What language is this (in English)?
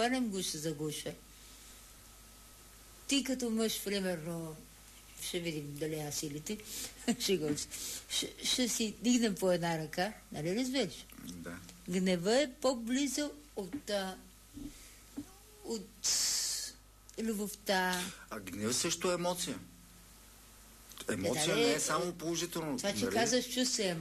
Bulgarian